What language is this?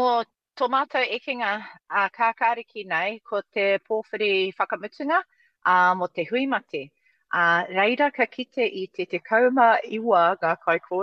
Māori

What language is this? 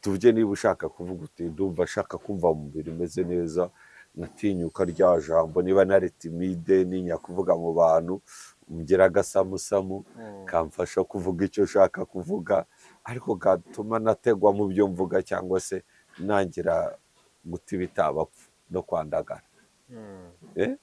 Kinyarwanda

